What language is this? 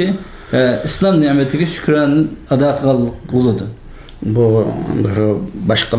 Uyghur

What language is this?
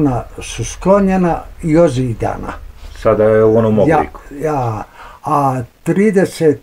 Bosnian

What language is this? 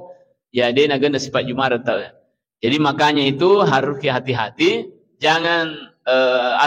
Buginese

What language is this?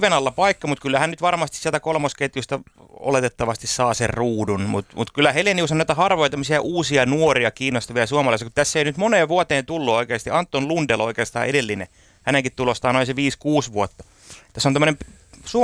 Finnish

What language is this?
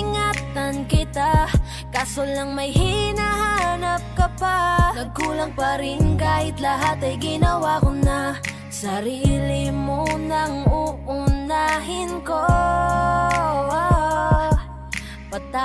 Filipino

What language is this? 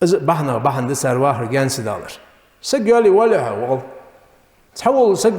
Ingush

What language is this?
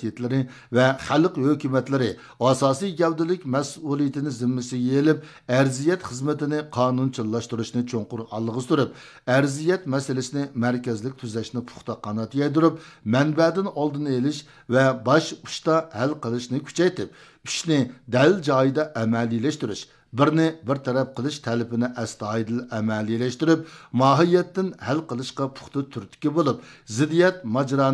Uyghur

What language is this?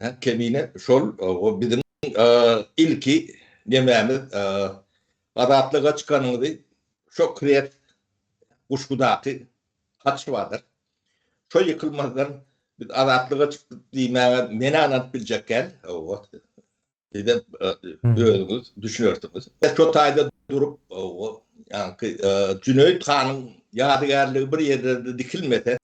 Turkmen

